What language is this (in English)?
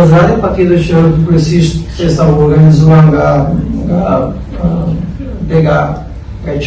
Albanian